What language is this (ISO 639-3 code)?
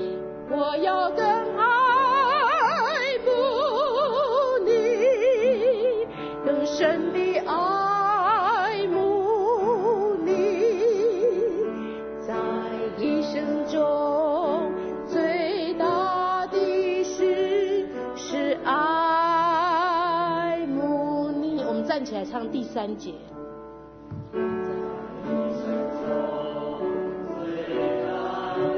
zho